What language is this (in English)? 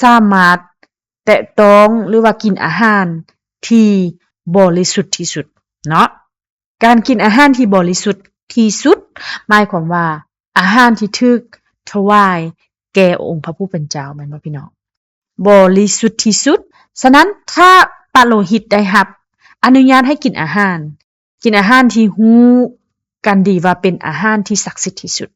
Lao